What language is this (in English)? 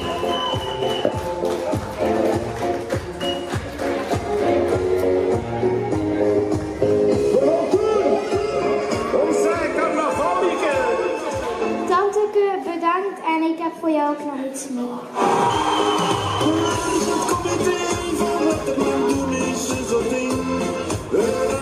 Dutch